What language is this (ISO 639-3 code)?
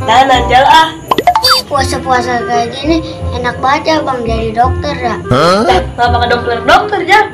bew